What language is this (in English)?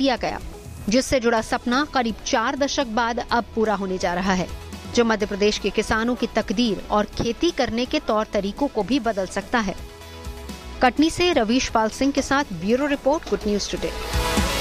Hindi